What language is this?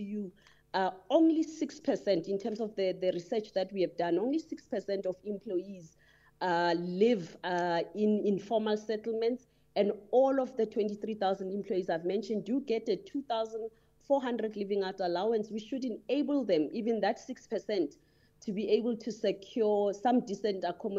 English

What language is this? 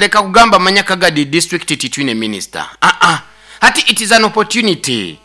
Nyankole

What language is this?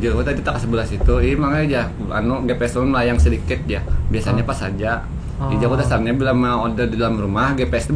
Banjar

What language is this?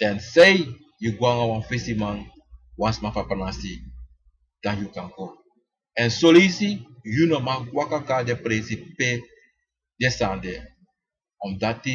Sranan Tongo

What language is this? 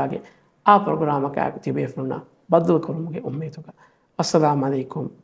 Divehi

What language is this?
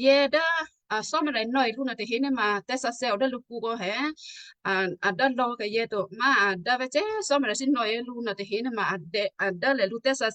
Western Kayah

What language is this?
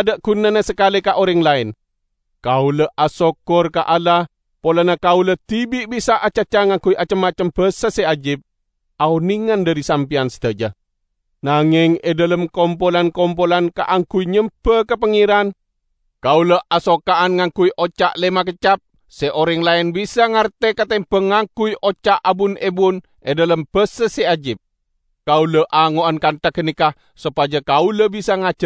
Madurese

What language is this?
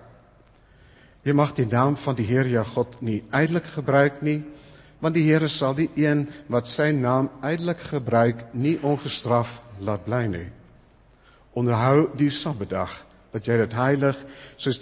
Afrikaans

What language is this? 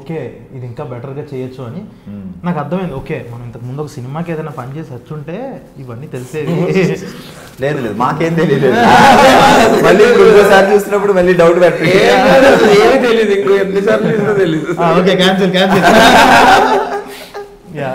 Telugu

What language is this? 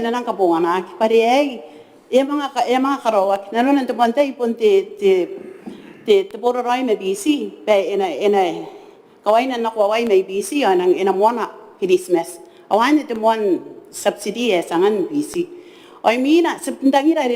Gilbertese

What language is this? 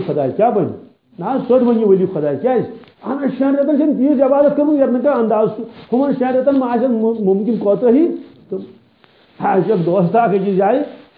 Kashmiri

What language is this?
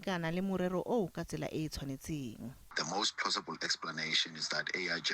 Tswana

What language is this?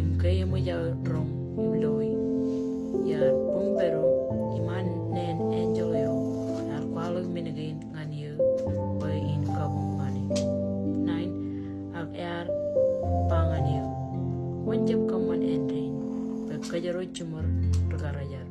Marshallese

